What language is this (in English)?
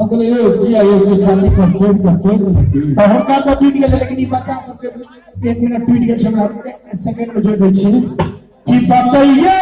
Maithili